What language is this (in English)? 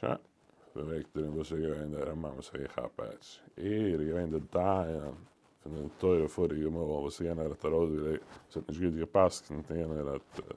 Yiddish